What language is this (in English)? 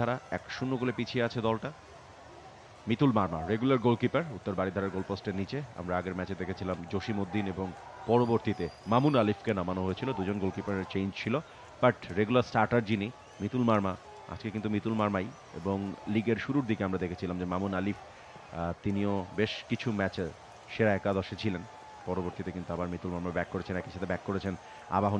Bangla